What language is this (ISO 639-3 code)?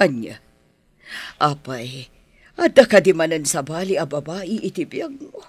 ilo